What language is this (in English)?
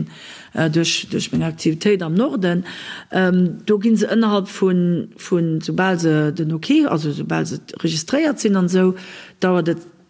Luxembourgish